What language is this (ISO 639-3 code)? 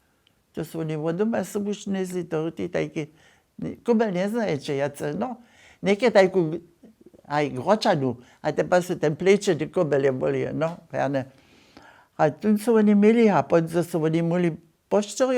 hsb